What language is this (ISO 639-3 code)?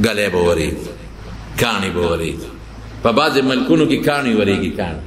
pus